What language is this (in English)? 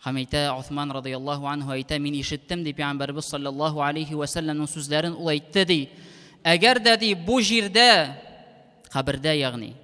Tatar